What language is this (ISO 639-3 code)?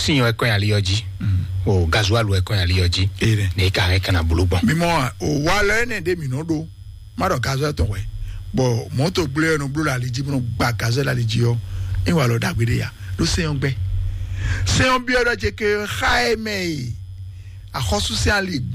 fon